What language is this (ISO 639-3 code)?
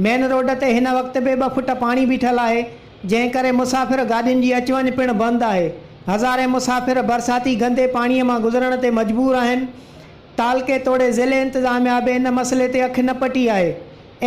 snd